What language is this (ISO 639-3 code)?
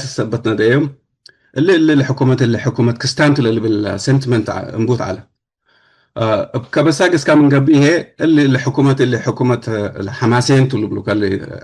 tig